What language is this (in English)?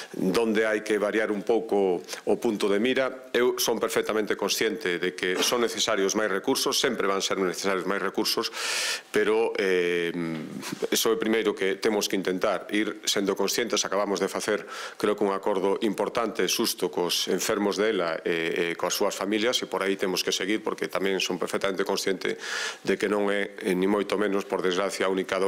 Galician